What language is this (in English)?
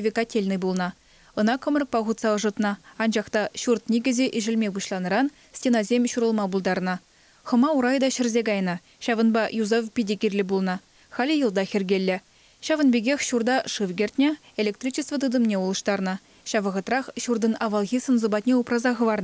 Chuvash